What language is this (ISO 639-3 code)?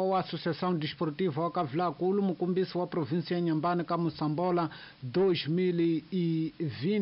tso